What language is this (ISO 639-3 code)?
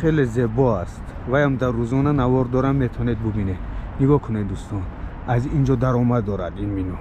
tgk